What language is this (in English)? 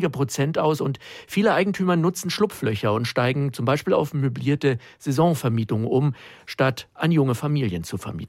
German